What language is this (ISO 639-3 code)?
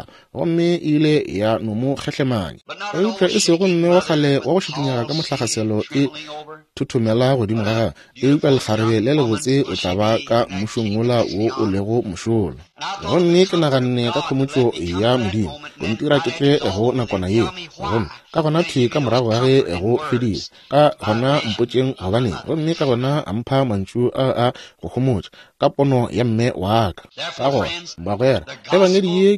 nso